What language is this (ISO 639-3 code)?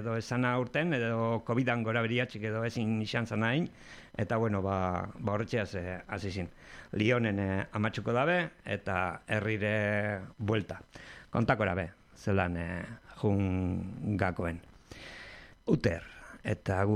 eus